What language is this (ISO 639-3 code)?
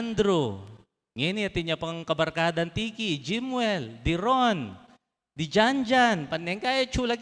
pam